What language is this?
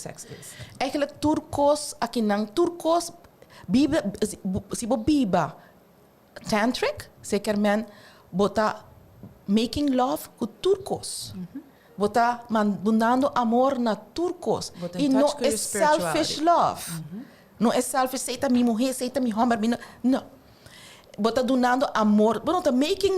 Papiamento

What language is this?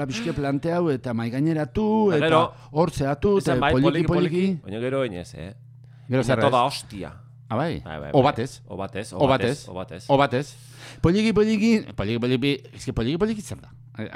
Basque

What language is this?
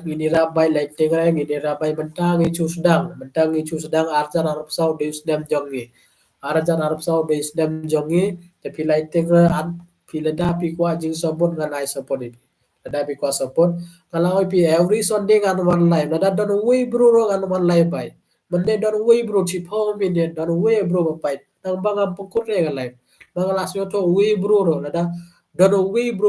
Khasi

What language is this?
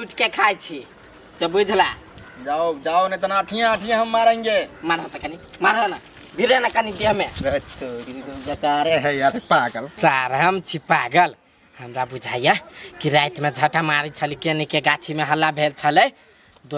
Maithili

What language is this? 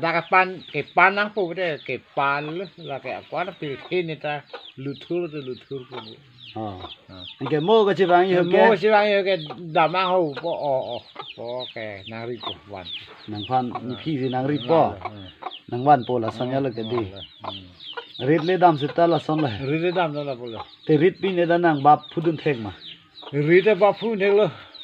Karbi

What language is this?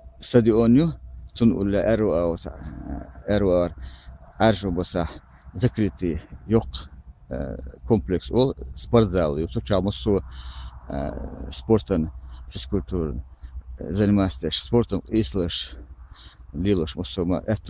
Chechen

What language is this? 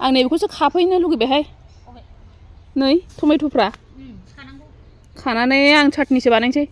Bodo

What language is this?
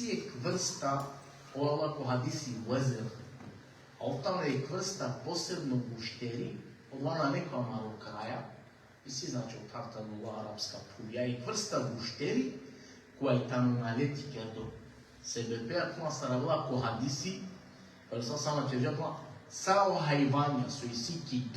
Balkan Romani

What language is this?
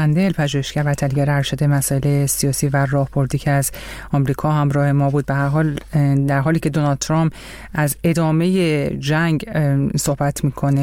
Persian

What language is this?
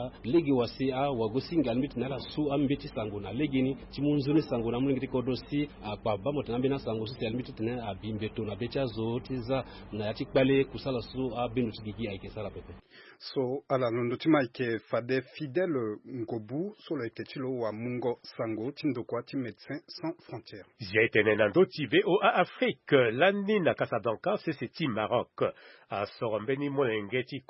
Sango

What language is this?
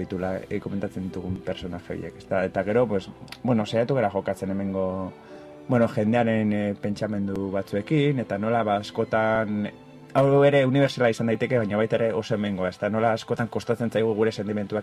Basque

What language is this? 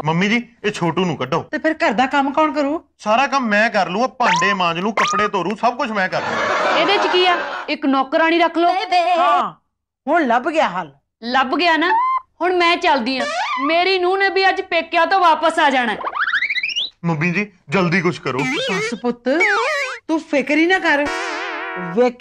Punjabi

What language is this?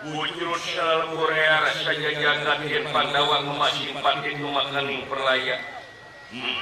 Sundanese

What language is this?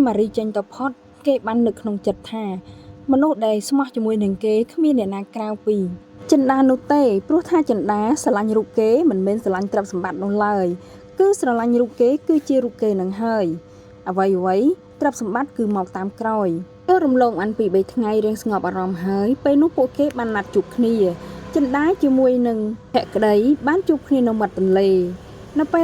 Khmer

